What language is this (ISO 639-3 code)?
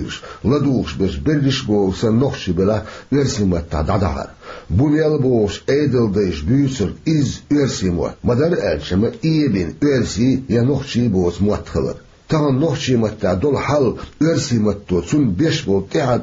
che